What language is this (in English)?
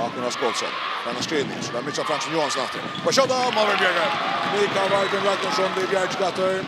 Faroese